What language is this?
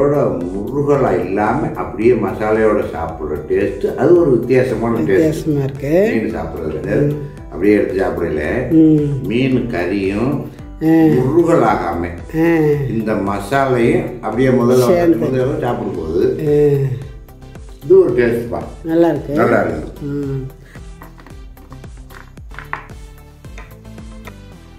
Tamil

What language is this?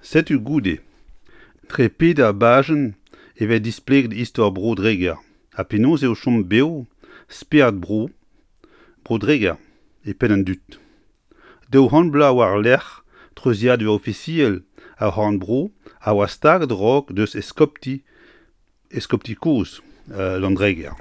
Breton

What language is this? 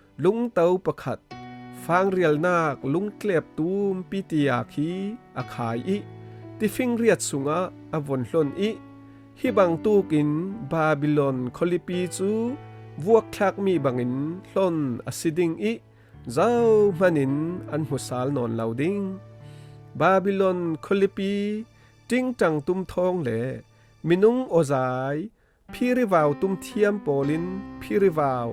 Falam Chin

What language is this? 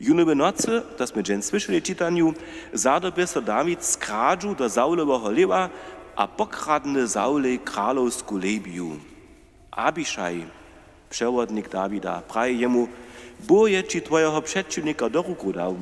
Upper Sorbian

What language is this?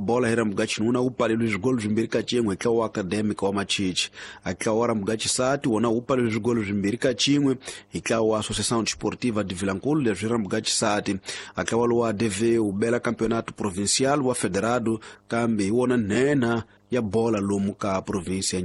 Tsonga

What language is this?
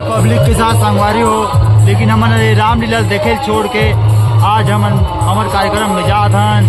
Chhattisgarhi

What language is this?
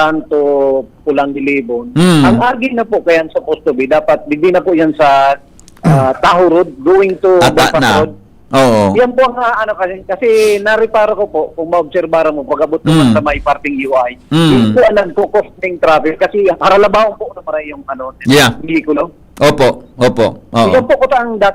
Bikol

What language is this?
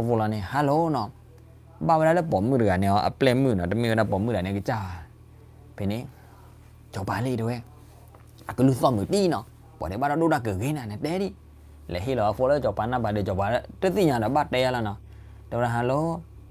S'gaw Karen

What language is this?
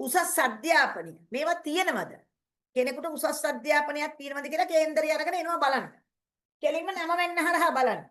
Sinhala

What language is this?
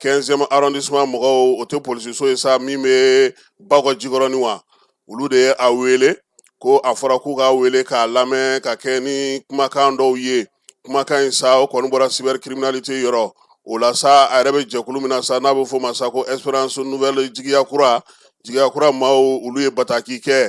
Bambara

